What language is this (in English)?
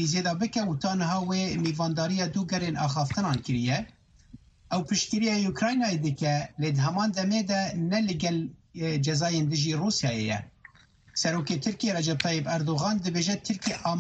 Kurdish